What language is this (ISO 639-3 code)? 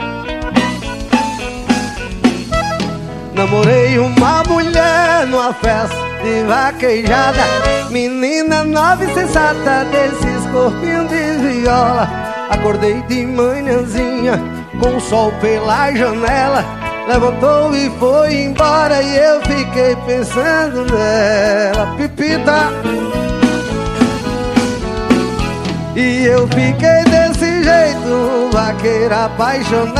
por